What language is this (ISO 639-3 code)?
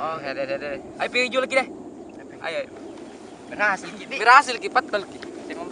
mfp